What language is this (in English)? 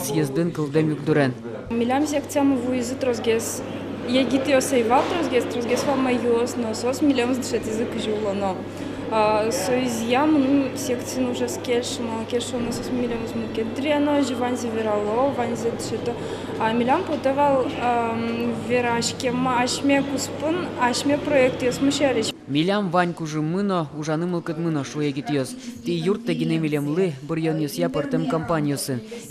Udmurt